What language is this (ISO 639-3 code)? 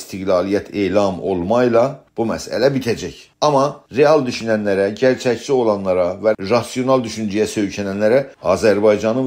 azb